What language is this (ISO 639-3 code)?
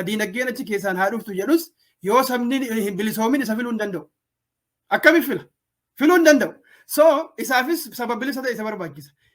orm